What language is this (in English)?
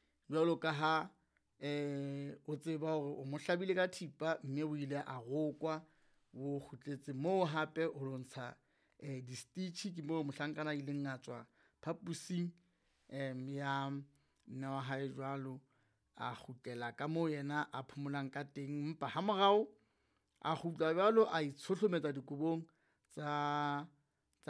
Southern Sotho